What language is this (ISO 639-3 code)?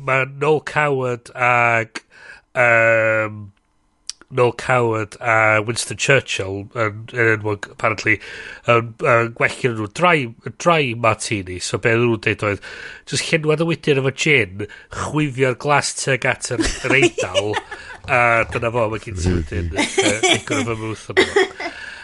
cym